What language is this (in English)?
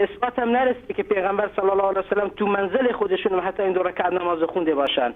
Persian